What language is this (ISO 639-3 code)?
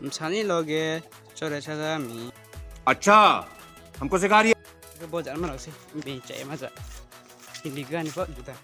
ria